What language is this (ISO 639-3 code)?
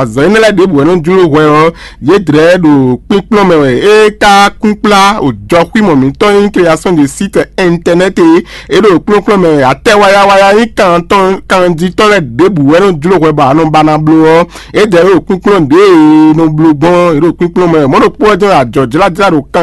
fon